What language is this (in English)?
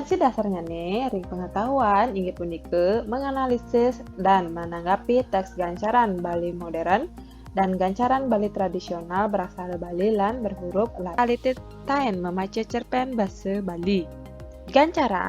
Balinese